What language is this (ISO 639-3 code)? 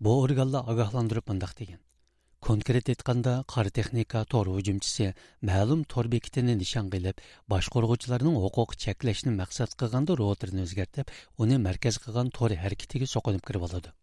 uig